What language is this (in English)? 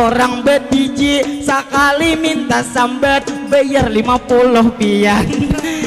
Banjar